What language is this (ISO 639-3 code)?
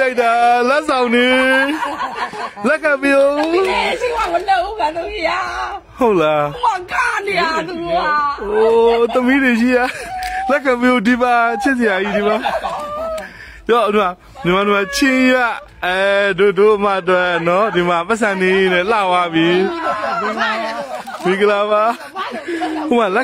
mya